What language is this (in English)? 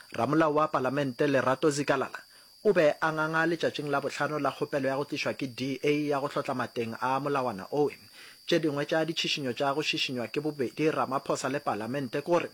Northern Sotho